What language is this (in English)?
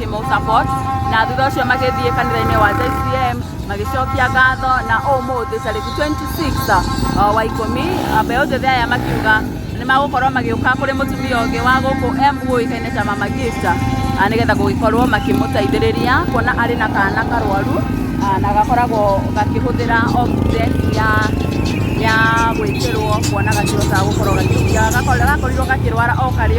Kikuyu